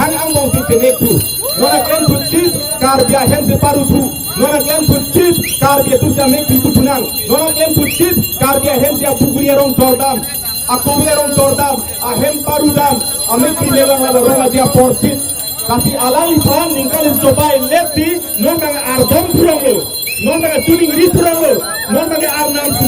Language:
Karbi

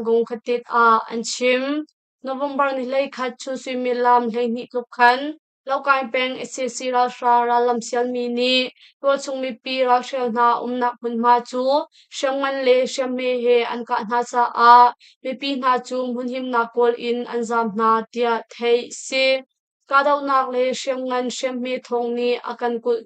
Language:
Hakha Chin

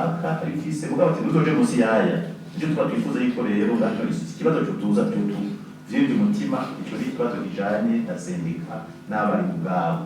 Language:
Rundi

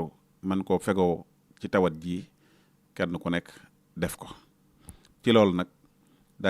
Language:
Wolof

